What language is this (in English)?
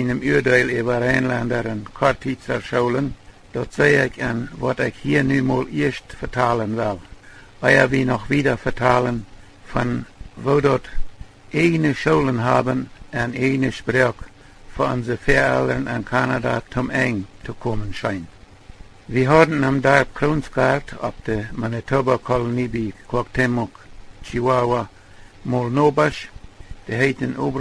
Plautdietsch